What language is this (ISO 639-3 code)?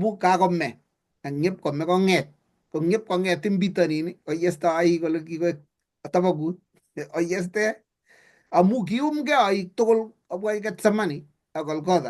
kln